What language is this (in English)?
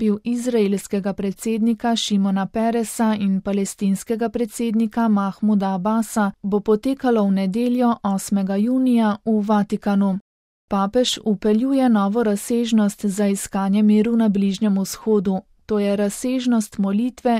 Slovenian